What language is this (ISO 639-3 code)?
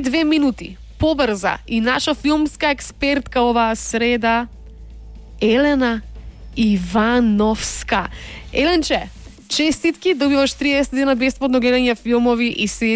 mkd